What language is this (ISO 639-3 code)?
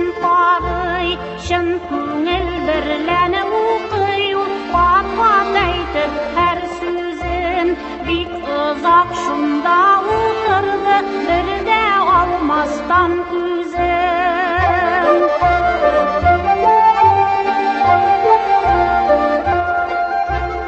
tat